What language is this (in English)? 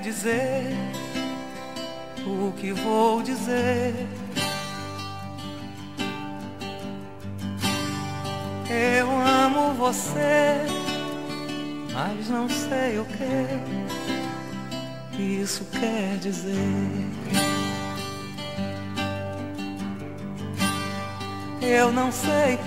Portuguese